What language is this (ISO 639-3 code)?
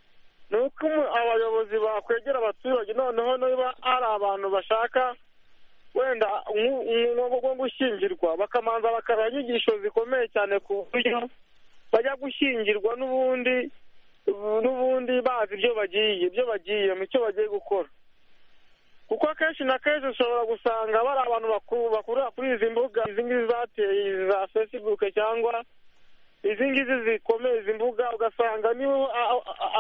kin